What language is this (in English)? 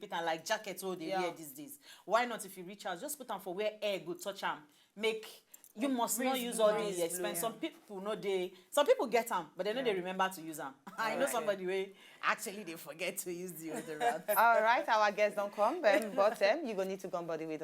Nigerian Pidgin